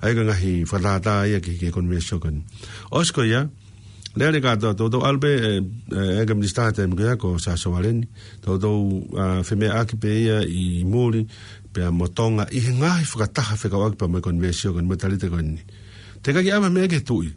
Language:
Tongan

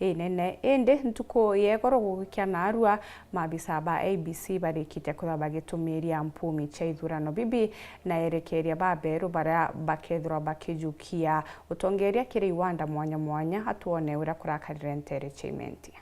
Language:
Meru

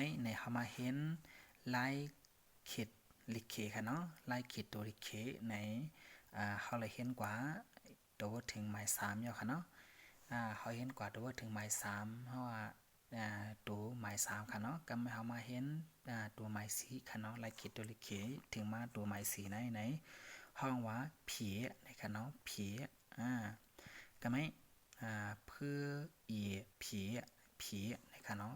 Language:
Shan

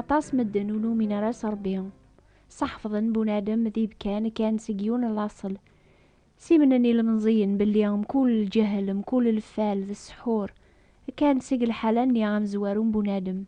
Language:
Kabyle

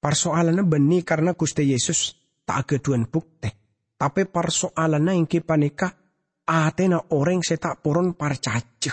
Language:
Madurese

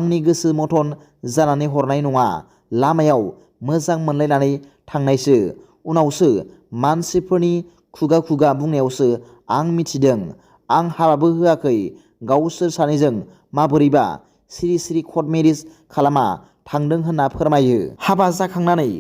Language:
Bodo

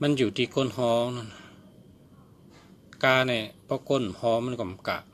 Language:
Shan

